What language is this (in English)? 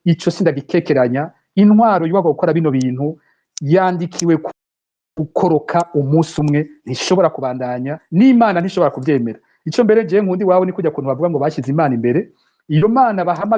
Rundi